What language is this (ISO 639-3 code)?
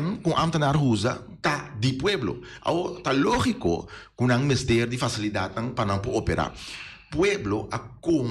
pap